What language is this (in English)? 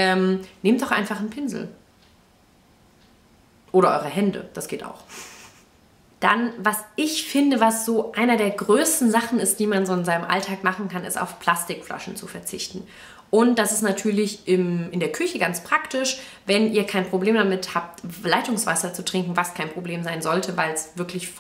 German